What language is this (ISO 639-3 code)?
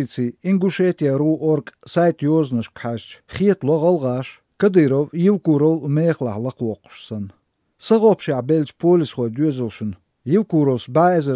slv